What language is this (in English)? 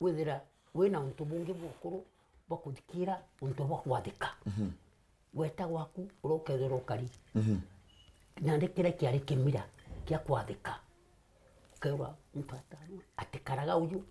Meru